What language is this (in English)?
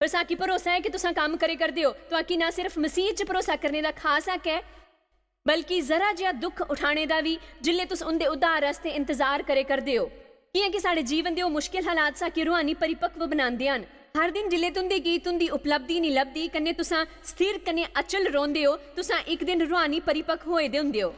Dogri